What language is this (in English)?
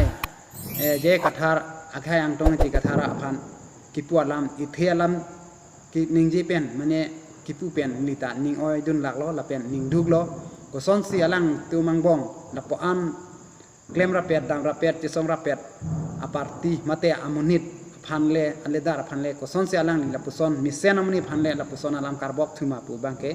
Karbi